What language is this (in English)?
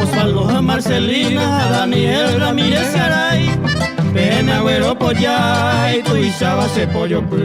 Guarani